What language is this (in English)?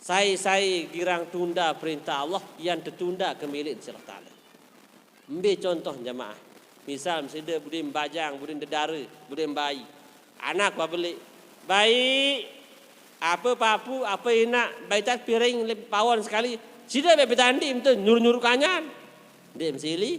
Sasak